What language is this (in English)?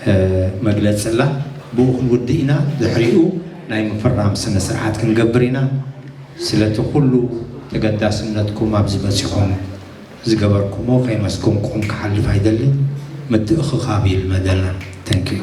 Tigrinya